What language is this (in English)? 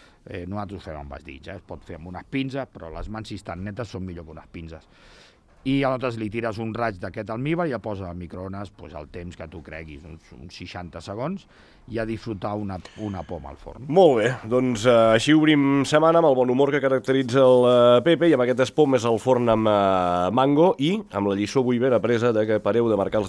Catalan